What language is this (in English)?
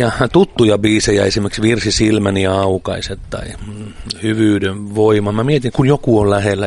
Finnish